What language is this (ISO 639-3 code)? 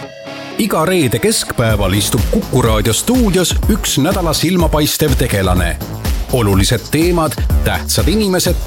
est